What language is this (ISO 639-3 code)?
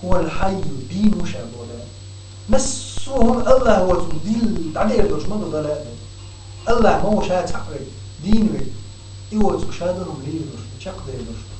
che